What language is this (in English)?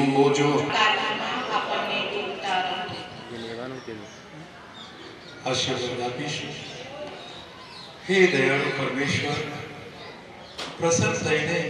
Gujarati